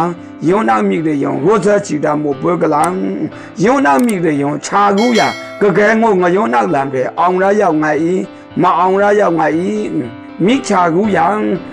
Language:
Maru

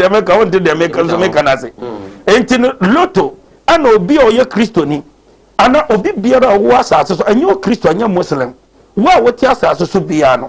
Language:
Akan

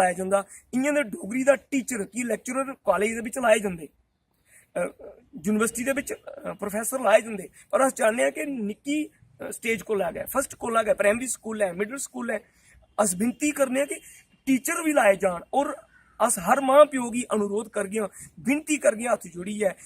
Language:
Dogri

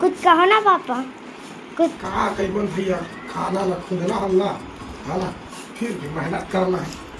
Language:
Chhattisgarhi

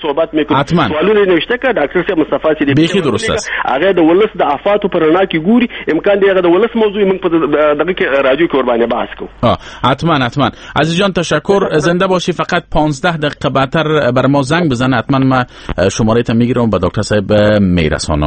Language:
Persian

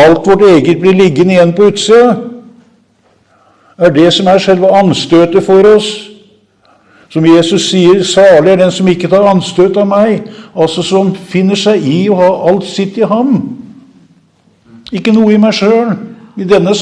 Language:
Norwegian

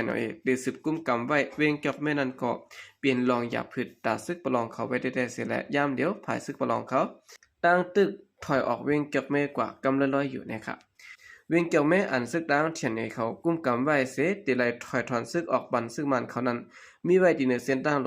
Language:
Shan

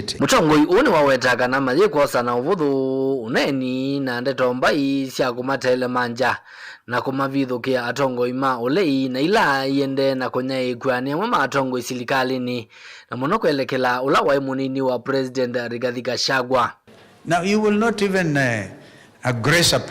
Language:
Kamba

